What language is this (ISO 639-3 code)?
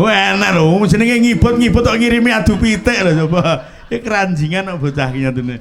jav